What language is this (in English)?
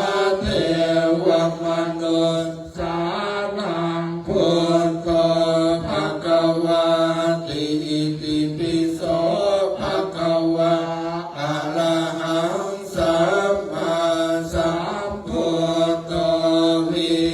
Pali